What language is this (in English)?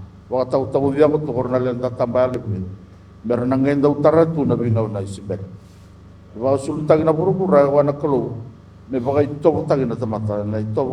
Fijian